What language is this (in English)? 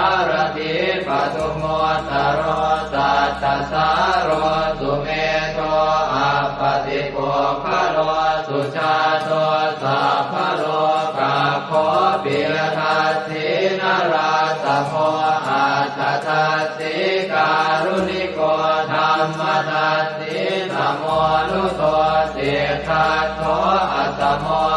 Pali